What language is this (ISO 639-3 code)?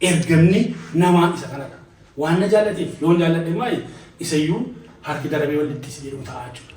orm